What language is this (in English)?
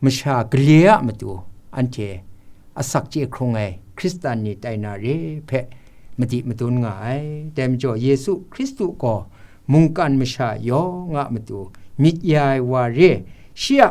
Kachin